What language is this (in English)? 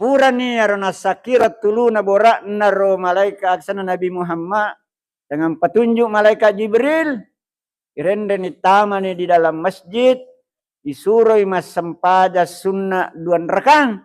Buginese